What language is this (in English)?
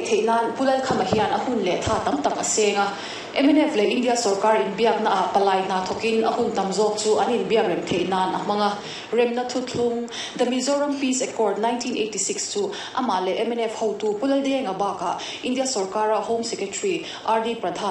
Mizo